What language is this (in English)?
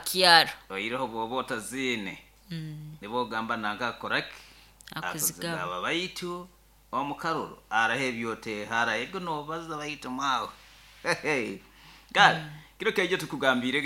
Nyoro